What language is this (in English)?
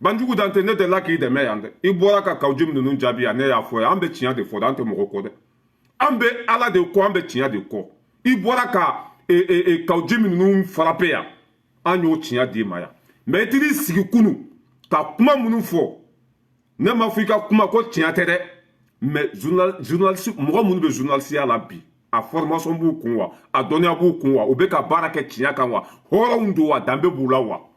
Bambara